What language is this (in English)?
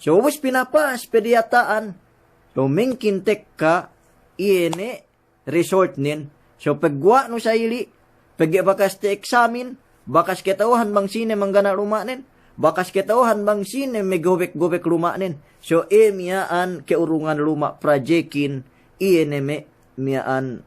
Yakan